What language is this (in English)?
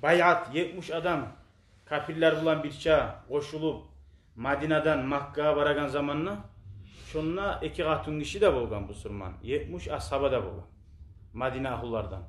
Kumyk